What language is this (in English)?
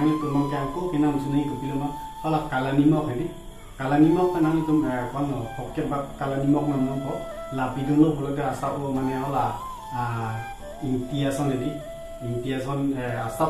Karbi